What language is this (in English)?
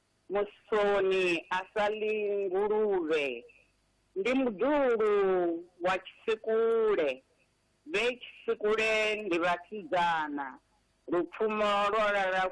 Venda